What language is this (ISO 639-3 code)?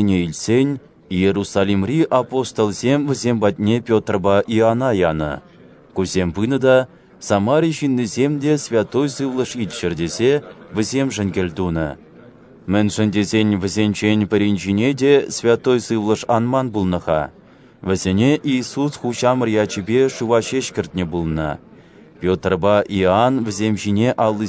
chv